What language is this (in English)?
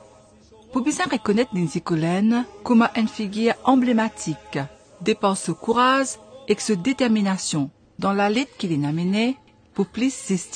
Morisyen